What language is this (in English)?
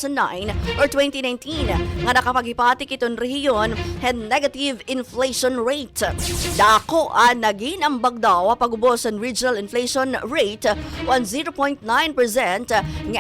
Waray